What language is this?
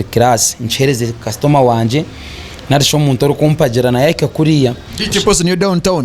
Nyankole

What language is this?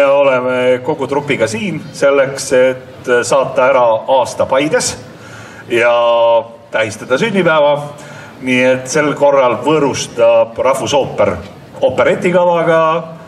Estonian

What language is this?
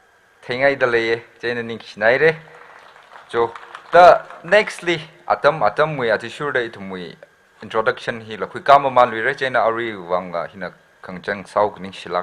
Tangkhul Naga (India)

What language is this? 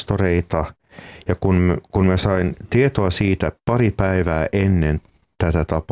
Finnish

